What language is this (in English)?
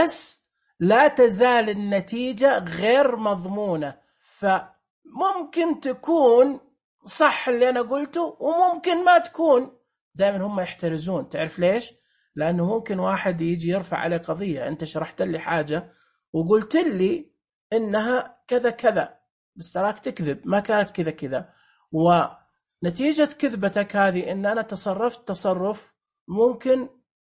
Najdi Arabic